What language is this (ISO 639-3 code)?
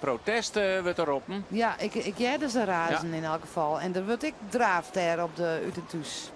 fry